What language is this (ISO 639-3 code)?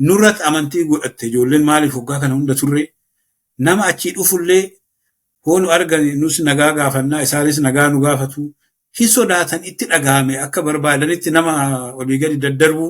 orm